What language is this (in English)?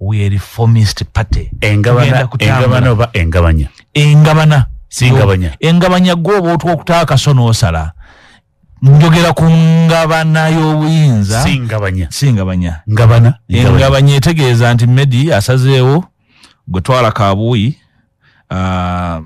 Ganda